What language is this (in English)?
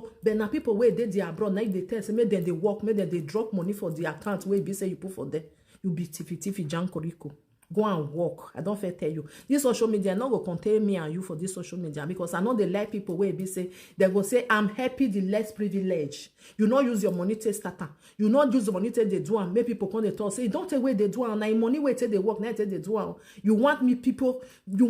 Nigerian Pidgin